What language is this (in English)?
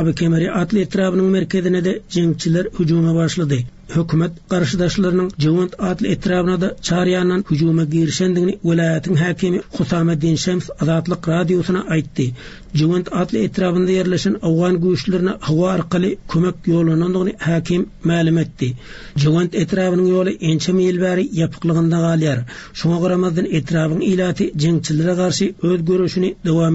Turkmen